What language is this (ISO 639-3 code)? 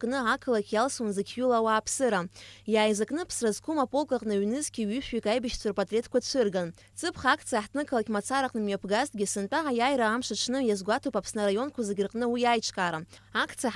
abk